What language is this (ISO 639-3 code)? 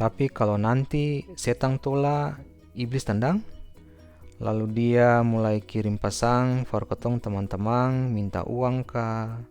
abs